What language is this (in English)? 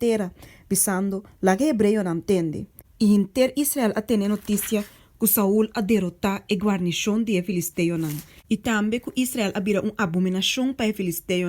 Papiamento